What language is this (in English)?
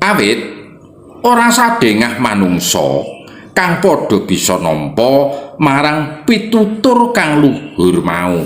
Javanese